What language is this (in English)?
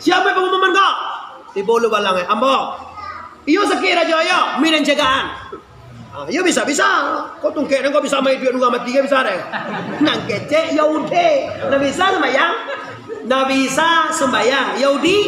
Minangkabau